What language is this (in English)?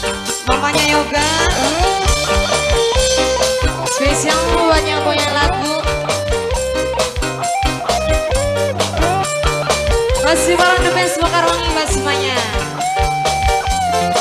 Indonesian